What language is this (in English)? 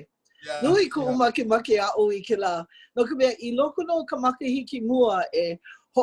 Hawaiian